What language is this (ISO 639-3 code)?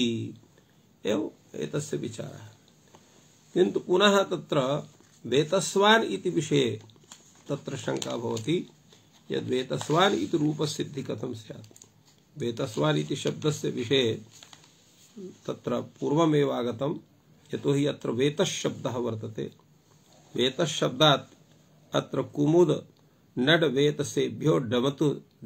san